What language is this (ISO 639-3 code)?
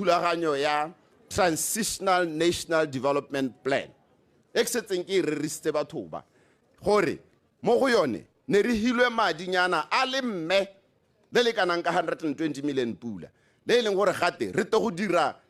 tsn